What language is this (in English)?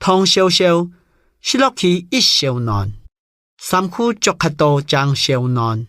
Hakka Chinese